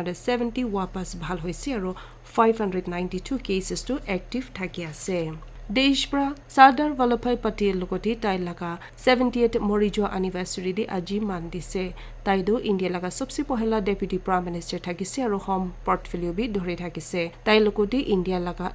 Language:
Naga Pidgin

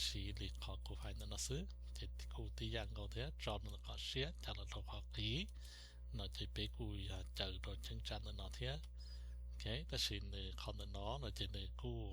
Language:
Hmong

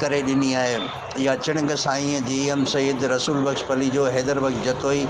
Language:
Sindhi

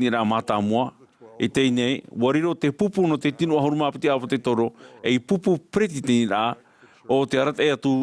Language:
Tahitian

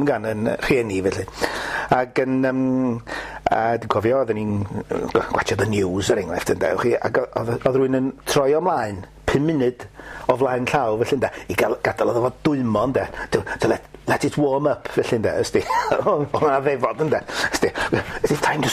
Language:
Welsh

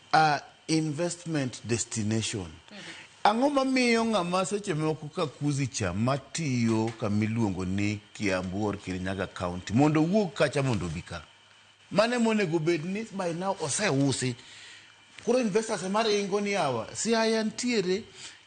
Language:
Luo (Kenya and Tanzania)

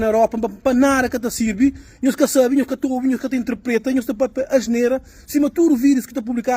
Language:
Kabuverdianu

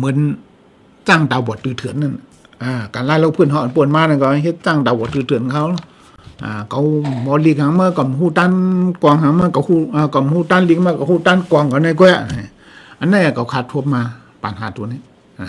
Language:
Shan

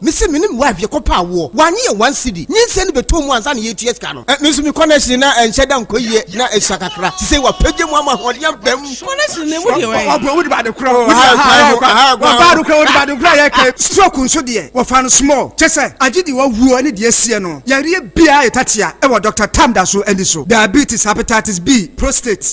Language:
Akan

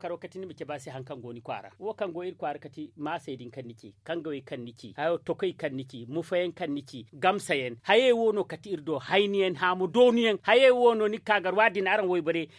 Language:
Zarma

